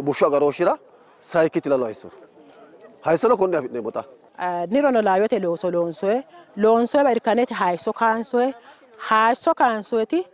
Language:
Sidamo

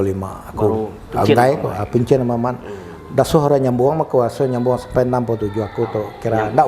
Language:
Iban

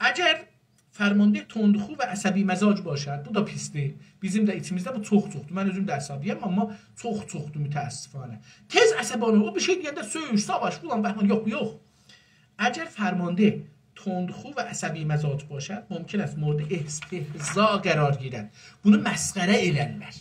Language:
South Azerbaijani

